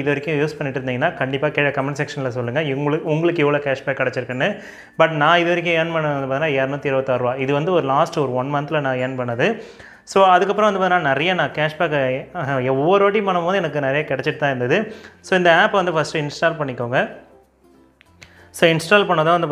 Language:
Tamil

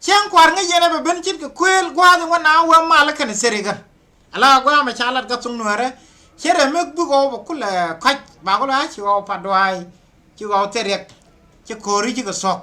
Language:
Nuer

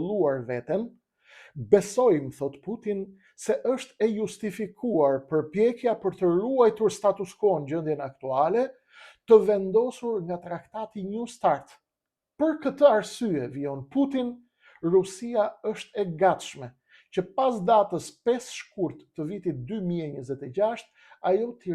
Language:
Albanian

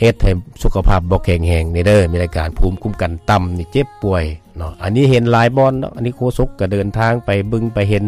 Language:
Lao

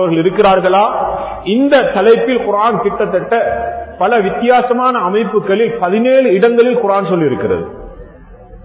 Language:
Tamil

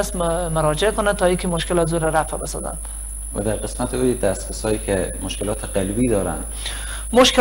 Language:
Persian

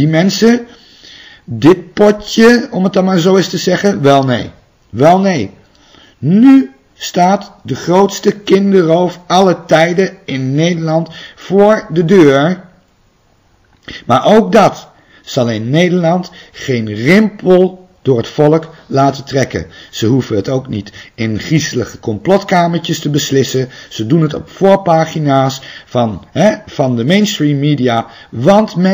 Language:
Dutch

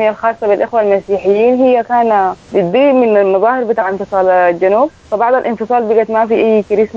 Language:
Sudanese Arabic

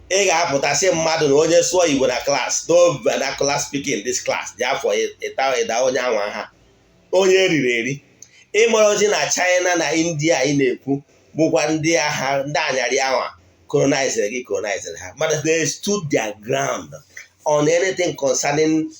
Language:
Igbo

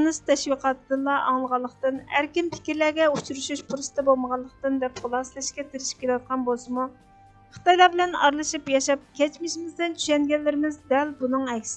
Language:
Uyghur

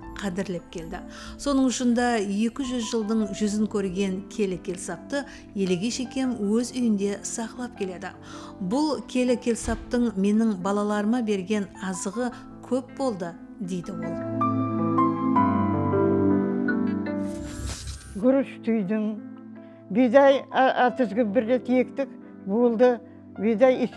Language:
Kara-Kalpak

